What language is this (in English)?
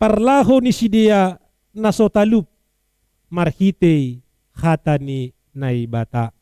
Batak Simalungun